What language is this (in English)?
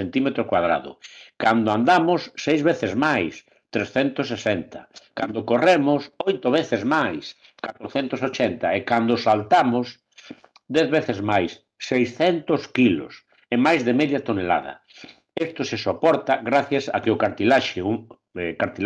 Galician